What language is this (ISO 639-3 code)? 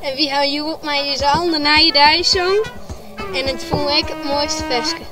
fry